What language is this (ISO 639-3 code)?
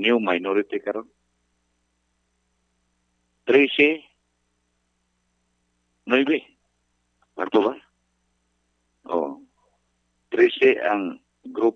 ceb